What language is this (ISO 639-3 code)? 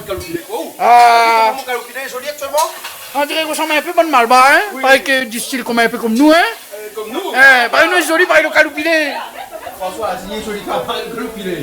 rcf